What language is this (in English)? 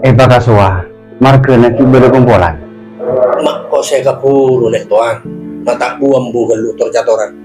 Madurese